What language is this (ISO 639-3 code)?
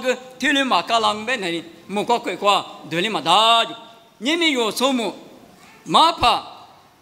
lis